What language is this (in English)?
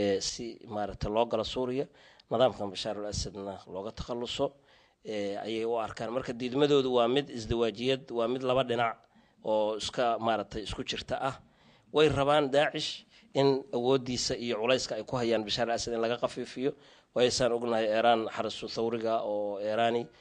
Somali